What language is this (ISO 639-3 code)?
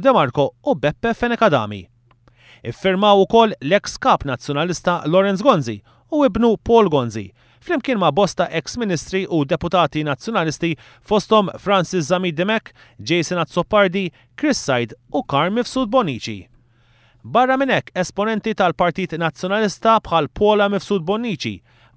mlt